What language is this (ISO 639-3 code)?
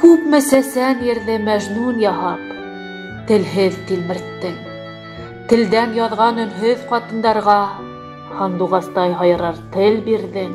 bak